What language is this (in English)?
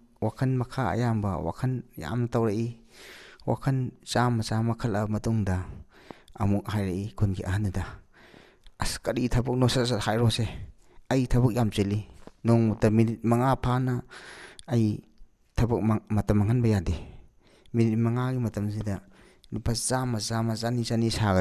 Manipuri